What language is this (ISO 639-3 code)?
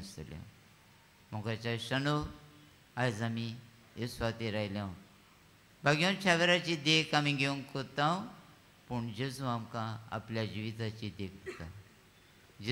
kok